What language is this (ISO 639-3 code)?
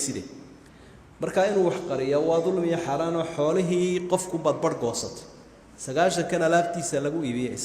som